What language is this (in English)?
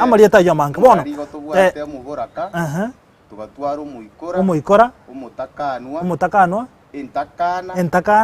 Gusii